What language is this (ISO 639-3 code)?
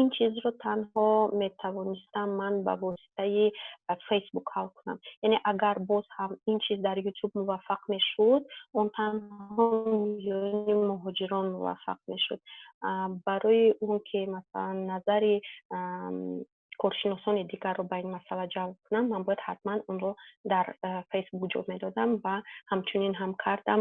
tgk